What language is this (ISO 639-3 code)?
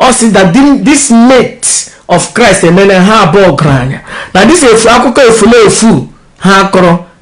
ibo